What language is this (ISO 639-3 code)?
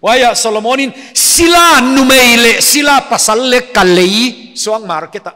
pck